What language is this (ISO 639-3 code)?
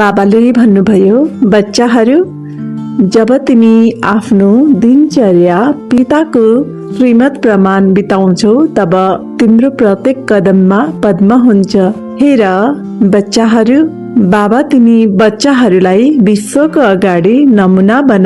nep